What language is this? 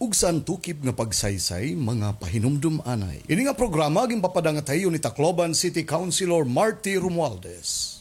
Waray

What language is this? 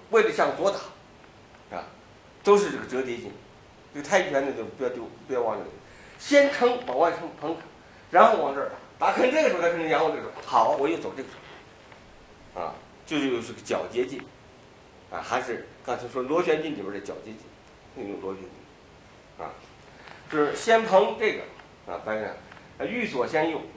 Chinese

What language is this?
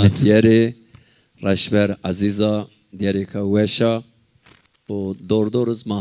Zaza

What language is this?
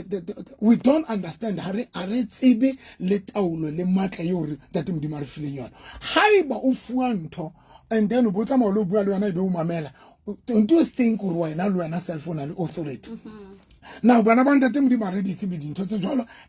Southern Sotho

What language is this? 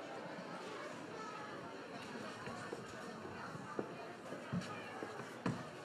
Czech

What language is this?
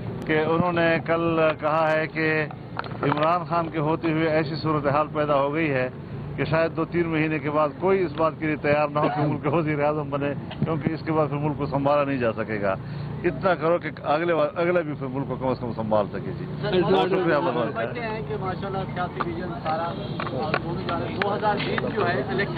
Urdu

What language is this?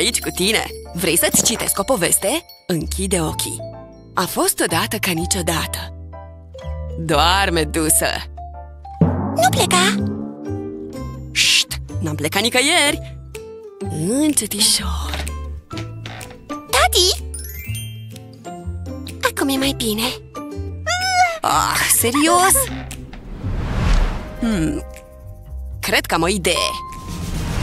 Romanian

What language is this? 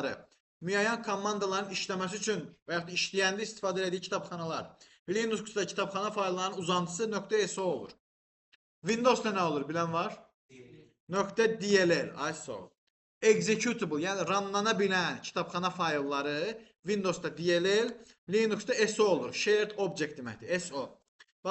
Azerbaijani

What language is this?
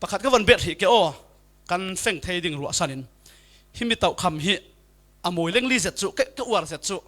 Falam Chin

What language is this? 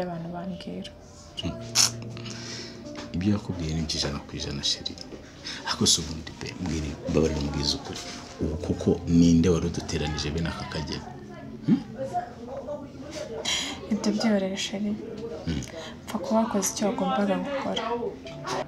Kinyarwanda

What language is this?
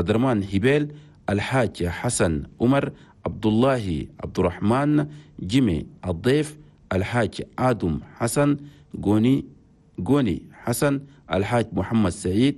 Chadian Arabic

